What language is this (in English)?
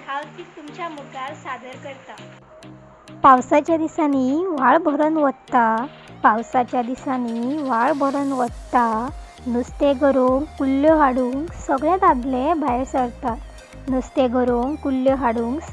Konkani